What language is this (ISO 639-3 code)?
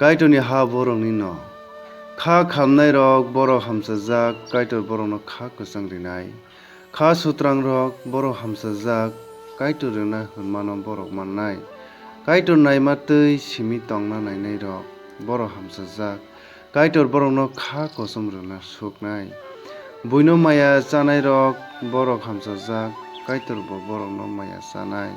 trp